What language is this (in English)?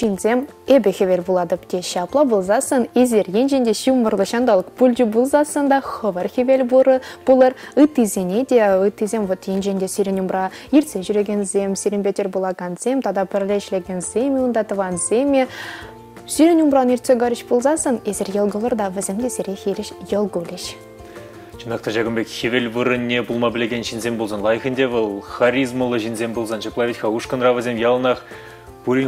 Chuvash